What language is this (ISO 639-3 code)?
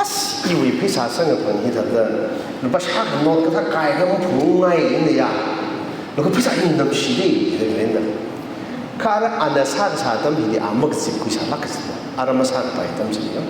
nmf